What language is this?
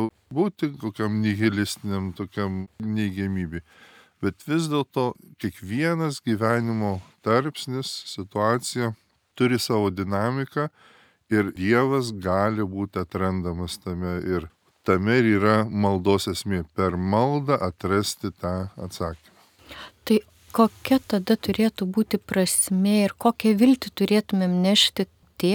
Lithuanian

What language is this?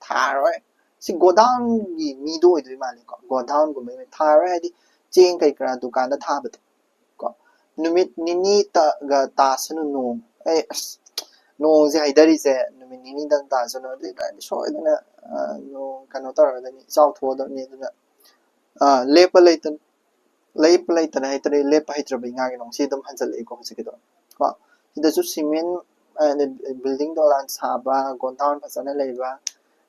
Manipuri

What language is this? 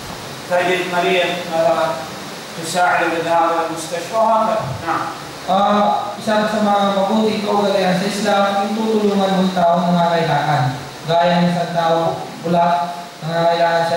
Filipino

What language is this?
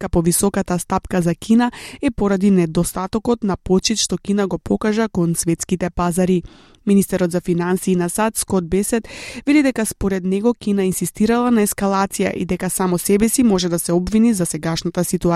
Macedonian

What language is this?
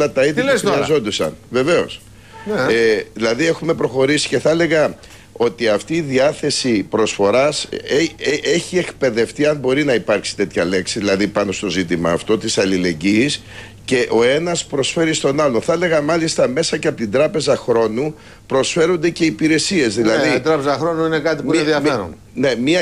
Greek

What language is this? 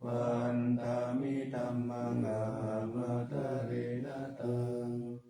Pali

